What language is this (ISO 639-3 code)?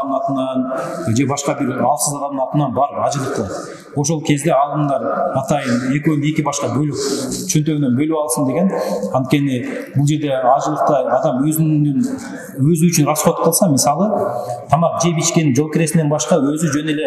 kir